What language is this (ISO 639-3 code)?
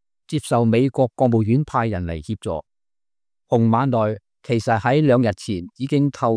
yue